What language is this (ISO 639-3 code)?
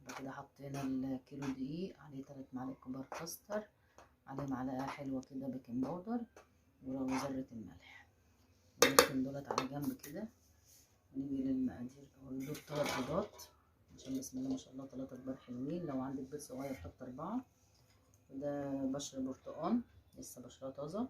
arz